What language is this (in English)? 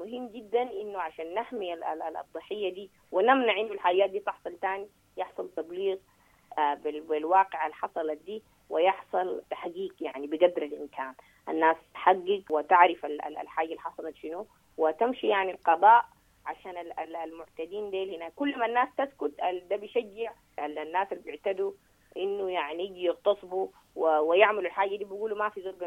Sudanese Arabic